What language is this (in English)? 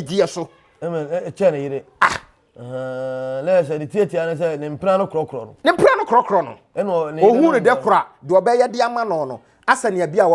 Akan